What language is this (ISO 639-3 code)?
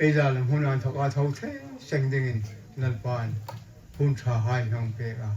hmr